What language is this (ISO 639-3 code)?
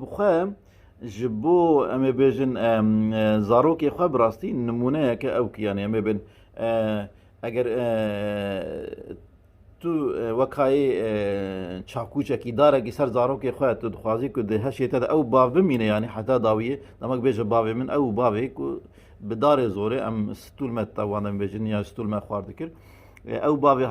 kur